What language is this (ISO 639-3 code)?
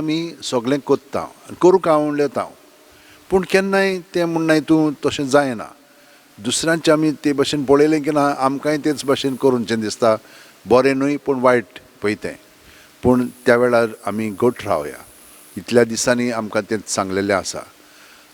kok